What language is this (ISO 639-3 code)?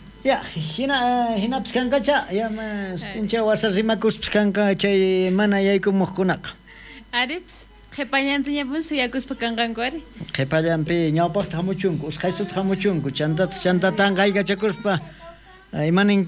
quh